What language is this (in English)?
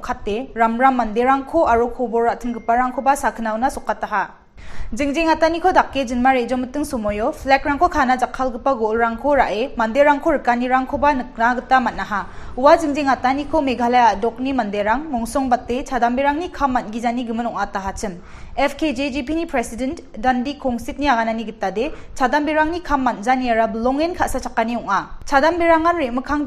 Garo